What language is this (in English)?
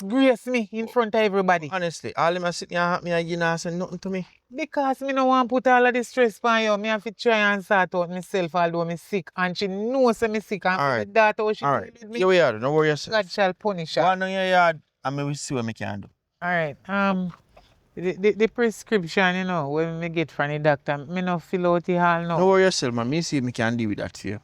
Jamaican Creole English